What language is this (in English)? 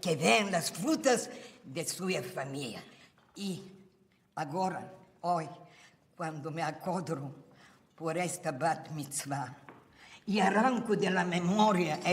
Ladino